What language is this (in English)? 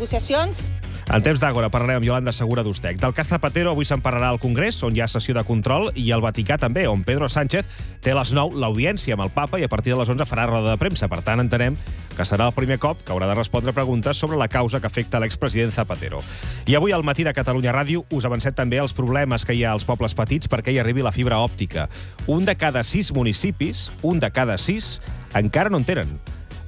Catalan